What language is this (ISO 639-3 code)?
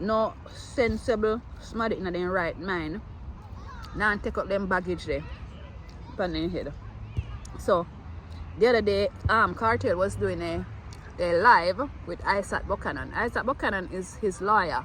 jam